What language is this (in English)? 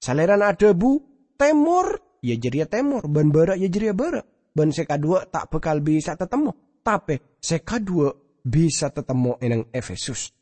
Madurese